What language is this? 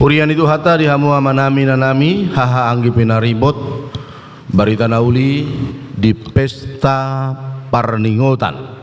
Batak Toba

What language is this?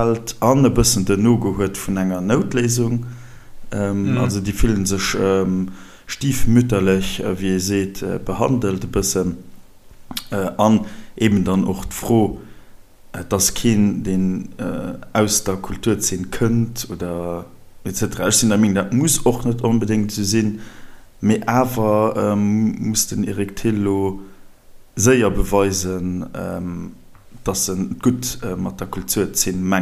Luxembourgish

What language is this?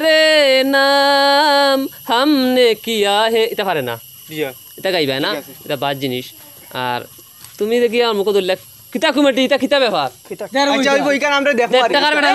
Sylheti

